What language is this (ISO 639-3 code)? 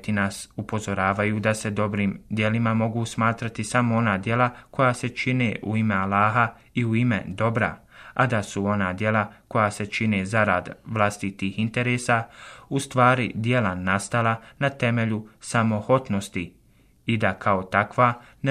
bos